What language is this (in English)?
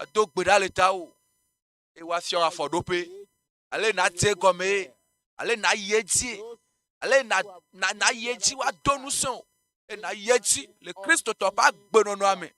Ewe